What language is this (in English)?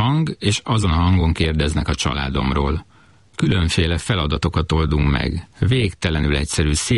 Hungarian